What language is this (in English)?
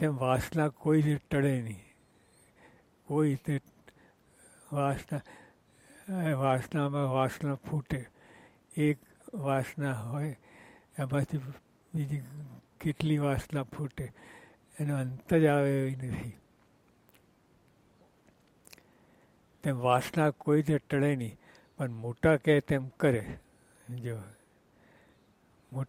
Gujarati